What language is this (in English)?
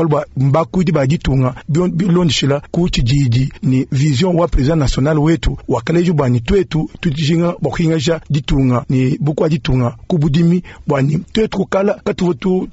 Luba-Lulua